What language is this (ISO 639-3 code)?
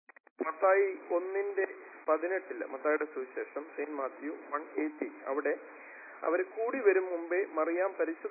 mal